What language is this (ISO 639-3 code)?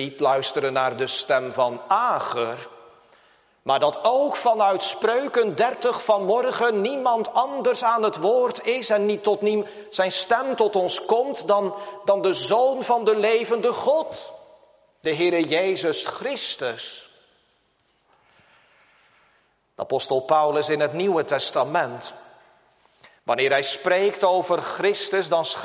nld